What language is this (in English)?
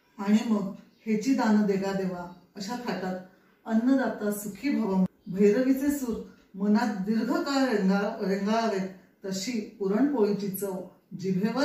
Marathi